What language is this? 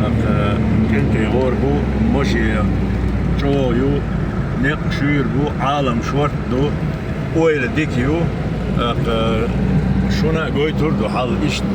Chechen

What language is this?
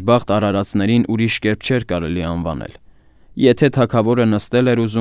Armenian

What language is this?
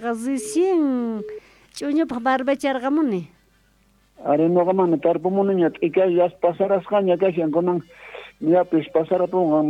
South Bolivian Quechua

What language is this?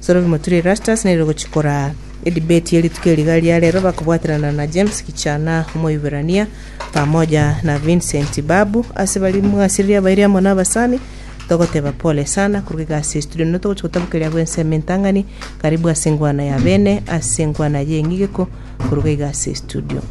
Gusii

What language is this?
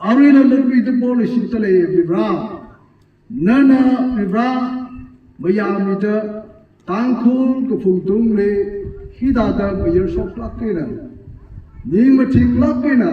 Tangkhul Naga (India)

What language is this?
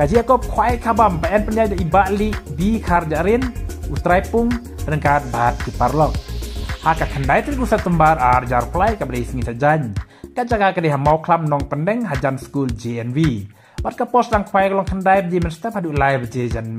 Khasi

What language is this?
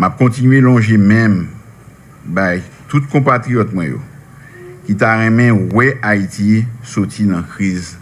Haitian Creole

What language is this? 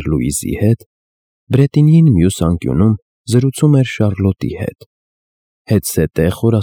Armenian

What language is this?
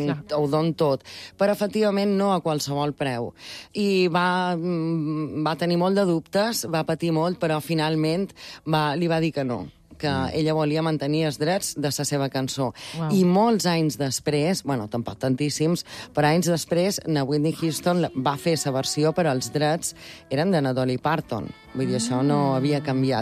Catalan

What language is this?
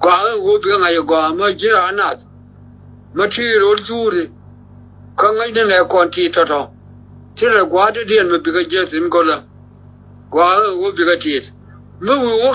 Nuer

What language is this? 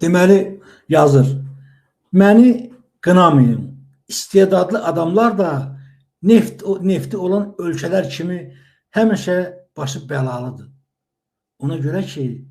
Azerbaijani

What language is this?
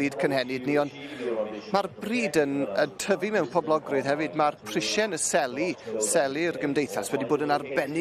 Welsh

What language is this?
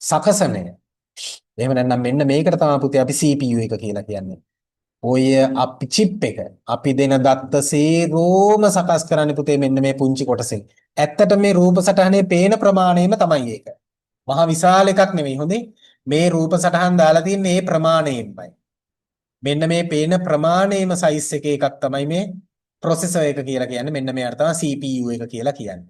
Sinhala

